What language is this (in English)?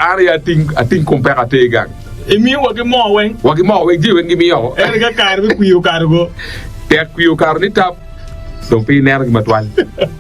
Acoli